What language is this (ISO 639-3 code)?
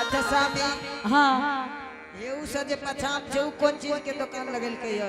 anp